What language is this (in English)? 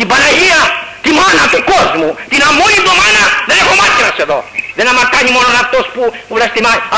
Greek